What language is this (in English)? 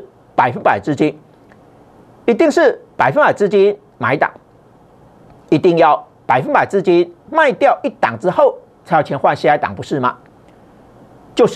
Chinese